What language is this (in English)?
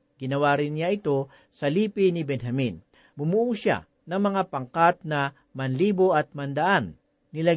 Filipino